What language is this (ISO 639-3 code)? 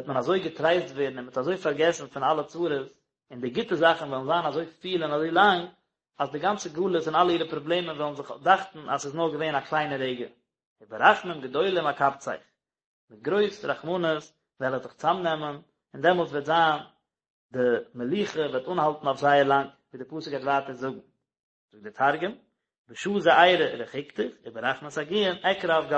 yid